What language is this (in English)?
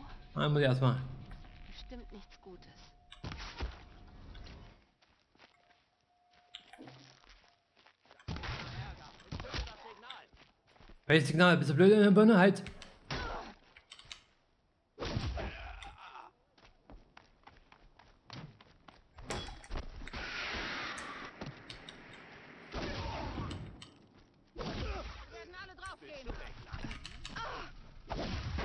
German